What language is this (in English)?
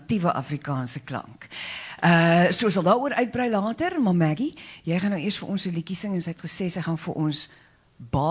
Afrikaans